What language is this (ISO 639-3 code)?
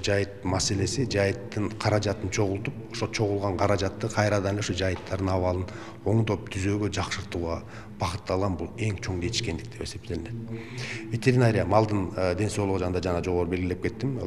kir